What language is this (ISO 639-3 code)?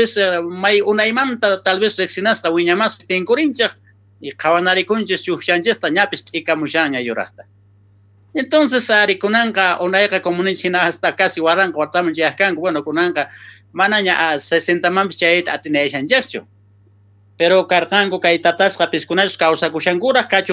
quh